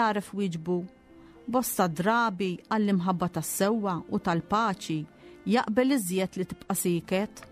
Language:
Maltese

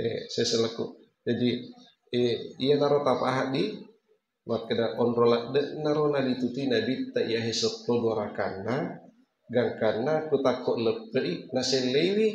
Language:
Buginese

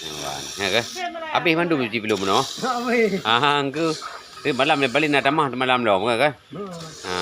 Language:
Achinese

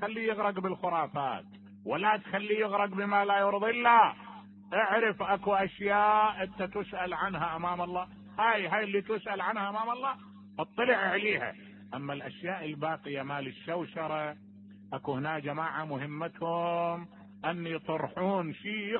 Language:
Mesopotamian Arabic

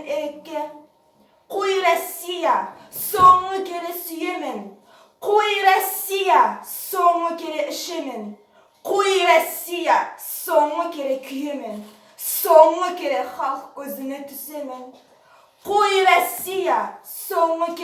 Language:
Nogai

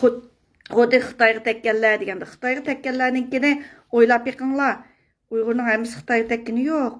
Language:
Uyghur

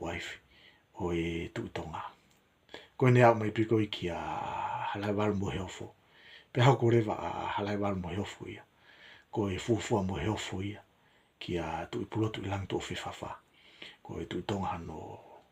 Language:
Tongan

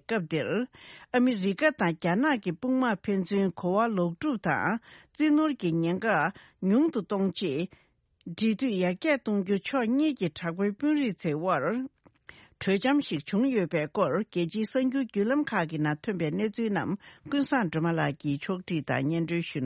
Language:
Tibetan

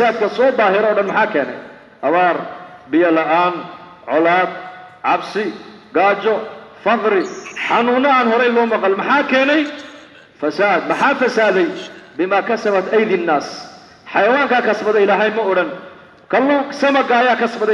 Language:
Somali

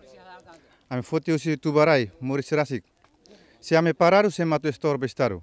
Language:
Tetum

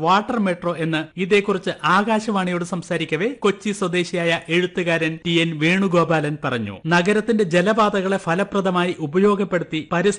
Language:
Malayalam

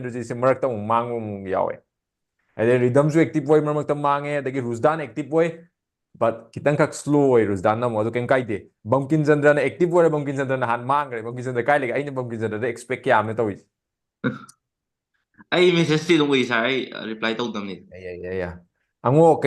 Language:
Manipuri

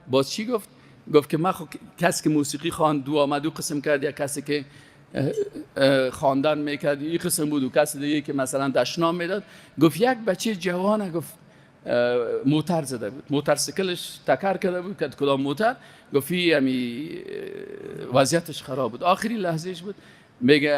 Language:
Persian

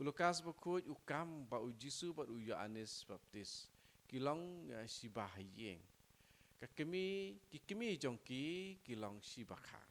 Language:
Khasi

